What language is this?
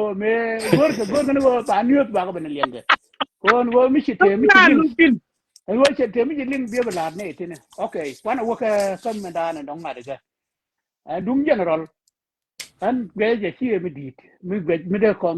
Nuer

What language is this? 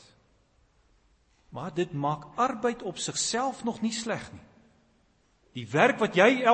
Afrikaans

